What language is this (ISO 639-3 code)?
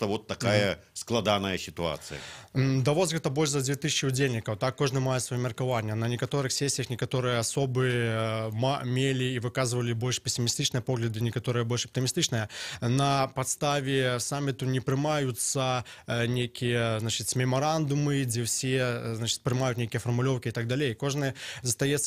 bel